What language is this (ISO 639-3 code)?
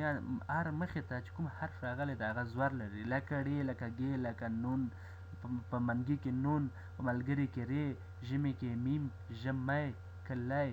pus